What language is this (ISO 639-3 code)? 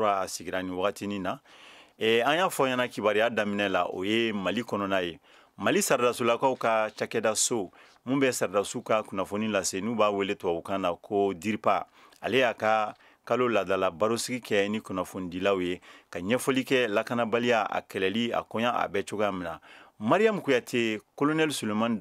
bam